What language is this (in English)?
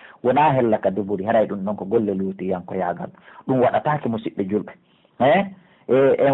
Pular